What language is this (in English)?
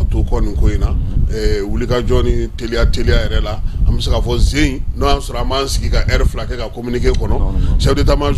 Bambara